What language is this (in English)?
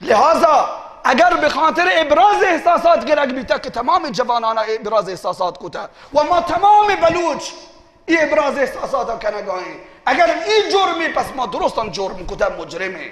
Baluchi